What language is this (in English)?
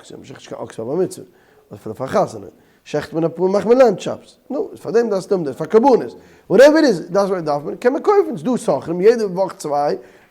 Yiddish